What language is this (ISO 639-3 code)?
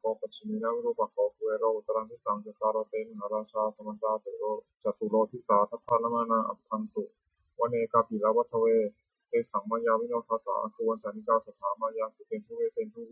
pli